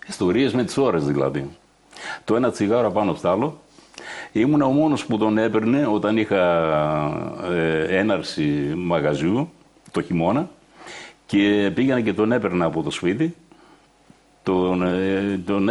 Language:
Greek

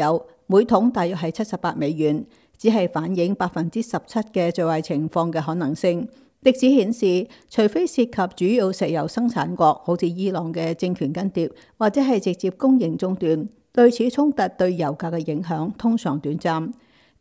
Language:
Cantonese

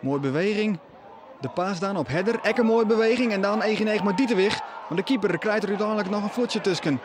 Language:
Western Frisian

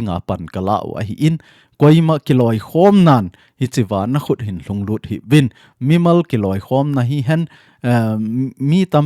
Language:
Thado Chin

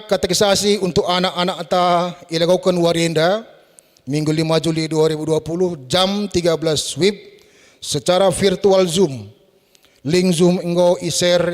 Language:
Batak Karo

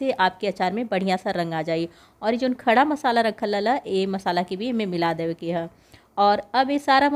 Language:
Bhojpuri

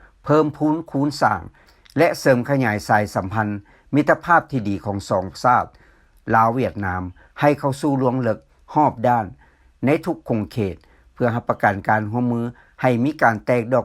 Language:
Lao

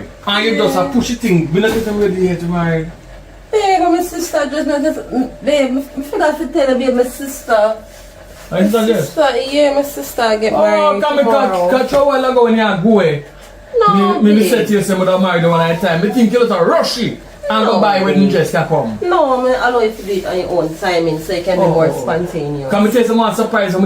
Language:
Jamaican Creole English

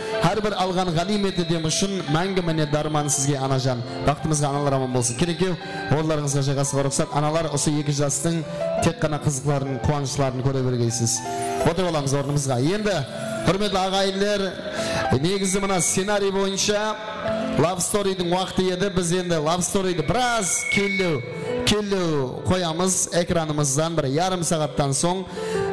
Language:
Kara-Kalpak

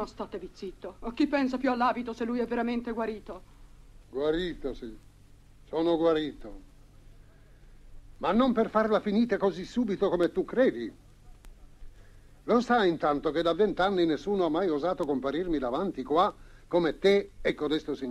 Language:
Italian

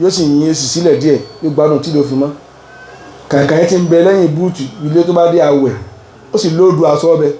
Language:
Yoruba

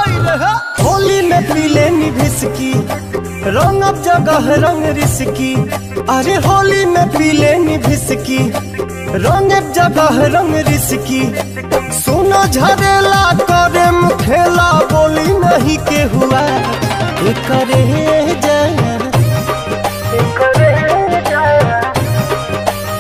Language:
Bhojpuri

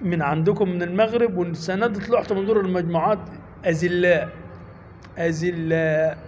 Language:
Egyptian Arabic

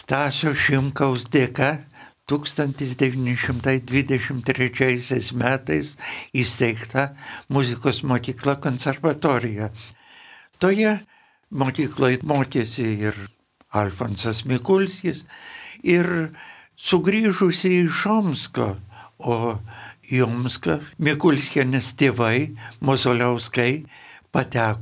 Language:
Lithuanian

